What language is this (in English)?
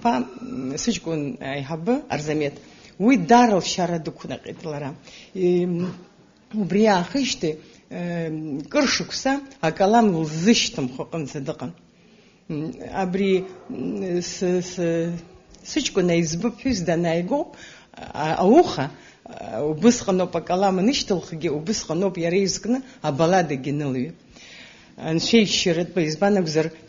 Abkhazian